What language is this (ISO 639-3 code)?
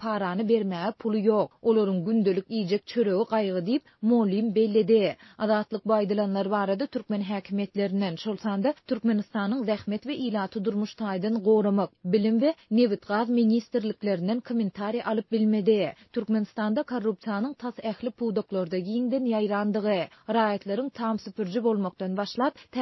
tuk